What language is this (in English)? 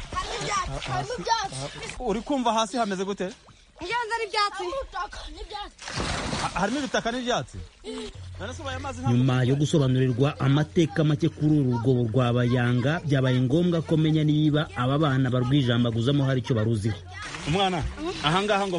Kinyarwanda